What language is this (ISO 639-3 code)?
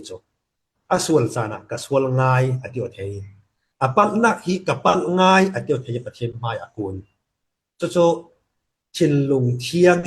cfm